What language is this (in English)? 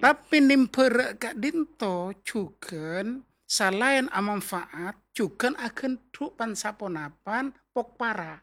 Madurese